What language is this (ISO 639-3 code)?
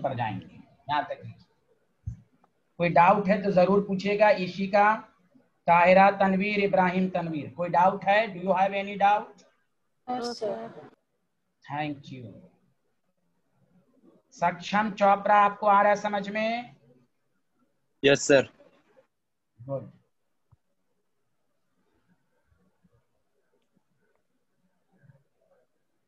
hin